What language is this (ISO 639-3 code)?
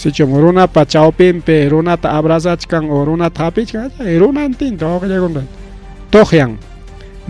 quy